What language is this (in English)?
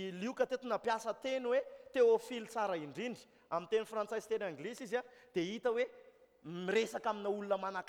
Malagasy